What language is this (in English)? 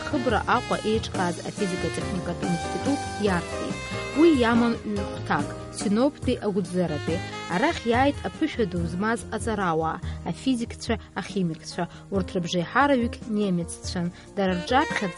Abkhazian